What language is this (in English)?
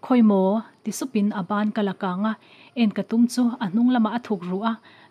Mizo